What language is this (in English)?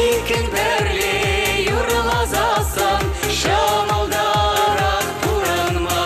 Chuvash